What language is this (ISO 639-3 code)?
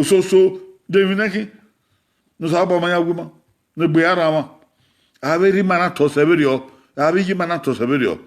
bin